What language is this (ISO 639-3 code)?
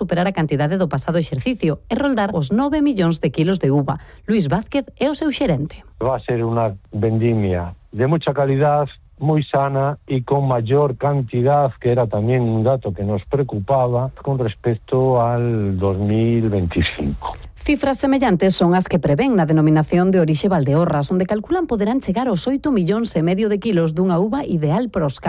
glg